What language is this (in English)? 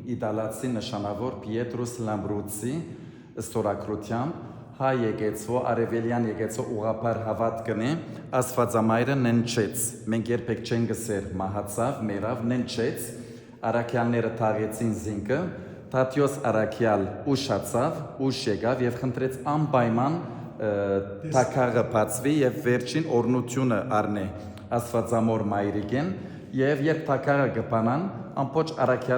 Western Armenian